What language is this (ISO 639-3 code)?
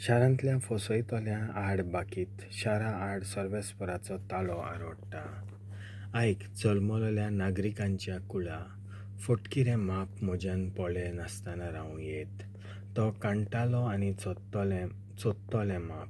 kok